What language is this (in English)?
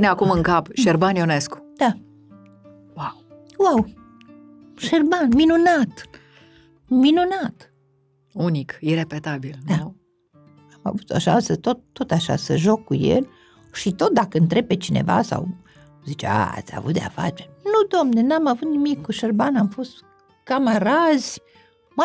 Romanian